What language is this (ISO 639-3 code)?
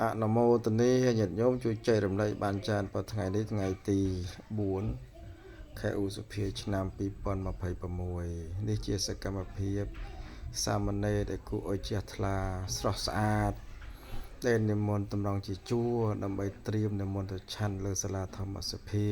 khm